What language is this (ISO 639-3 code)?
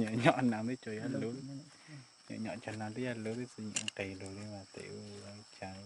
hmn